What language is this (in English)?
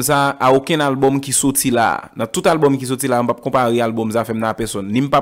Haitian Creole